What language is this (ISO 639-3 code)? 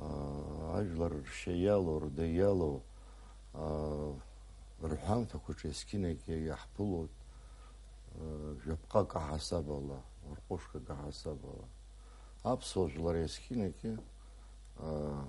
abk